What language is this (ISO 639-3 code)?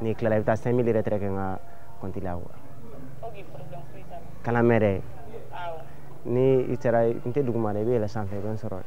bam